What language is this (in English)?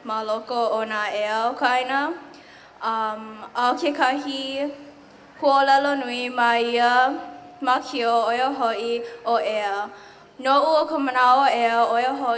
Hawaiian